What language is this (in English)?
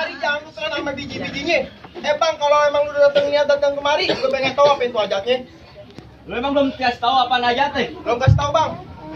Betawi